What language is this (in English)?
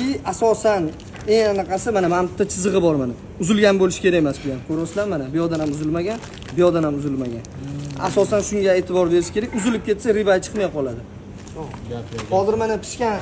Uzbek